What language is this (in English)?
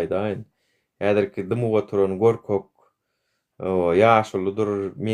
Turkmen